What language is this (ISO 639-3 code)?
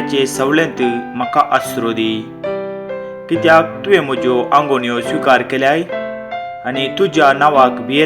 kok